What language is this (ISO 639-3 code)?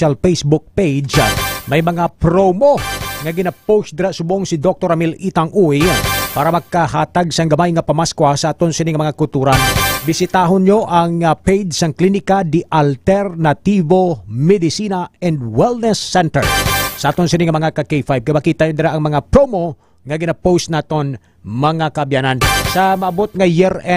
hil